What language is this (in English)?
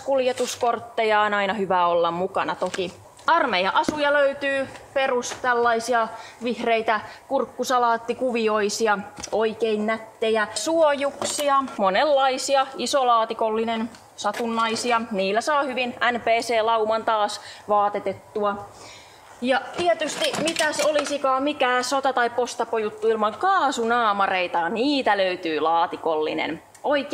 Finnish